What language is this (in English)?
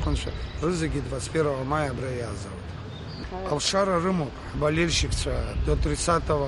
Abkhazian